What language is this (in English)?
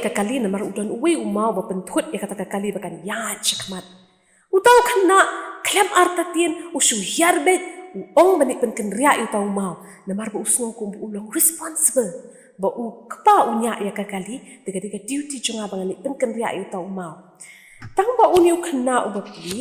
Khasi